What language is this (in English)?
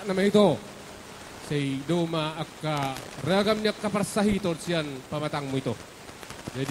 Batak Toba